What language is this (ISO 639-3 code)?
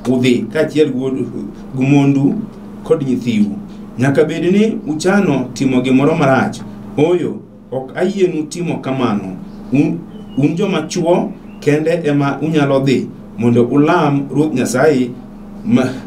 luo